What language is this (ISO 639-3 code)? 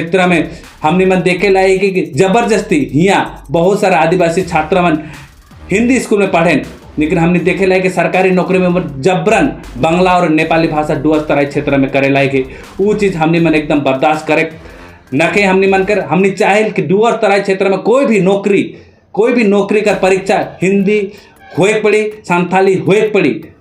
sck